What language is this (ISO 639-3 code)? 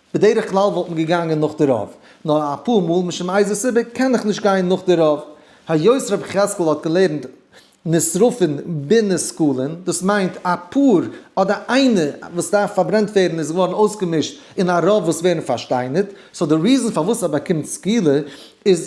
yid